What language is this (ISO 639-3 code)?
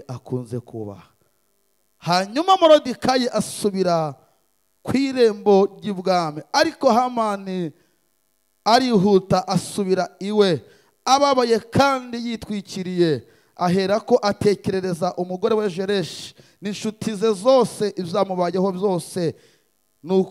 kin